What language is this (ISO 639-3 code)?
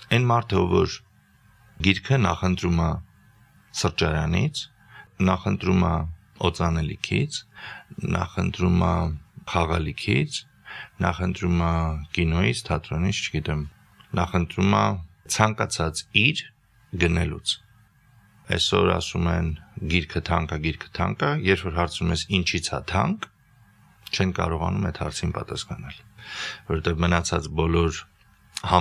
hye